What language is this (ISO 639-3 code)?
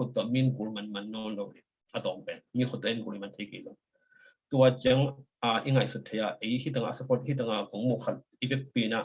ctd